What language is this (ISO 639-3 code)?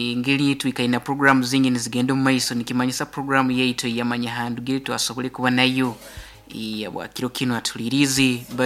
nyo